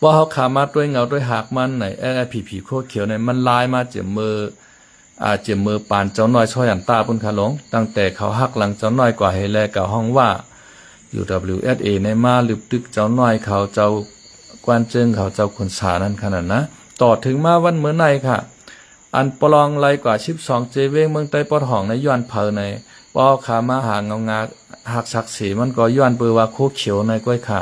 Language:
Shan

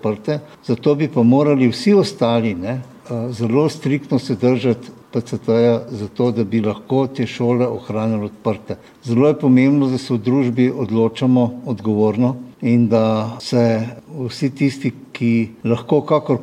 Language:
Slovenian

